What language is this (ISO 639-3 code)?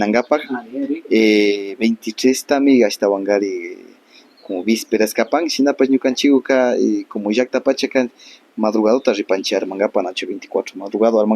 qvi